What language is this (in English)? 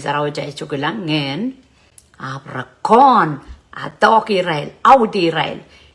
Pohnpeian